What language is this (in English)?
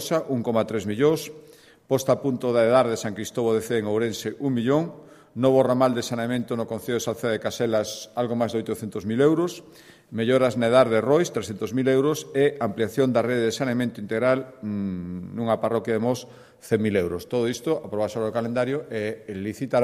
Galician